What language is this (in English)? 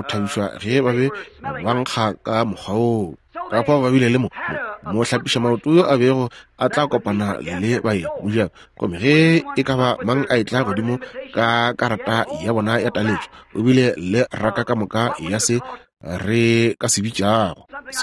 Northern Sotho